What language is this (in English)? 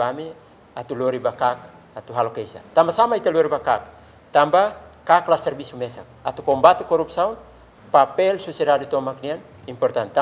Tetum